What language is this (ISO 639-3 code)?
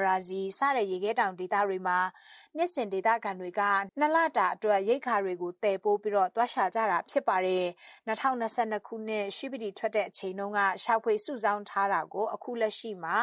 mya